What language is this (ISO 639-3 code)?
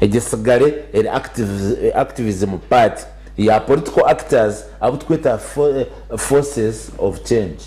nyn